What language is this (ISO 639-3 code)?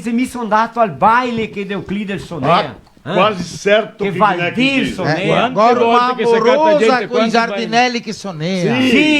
vec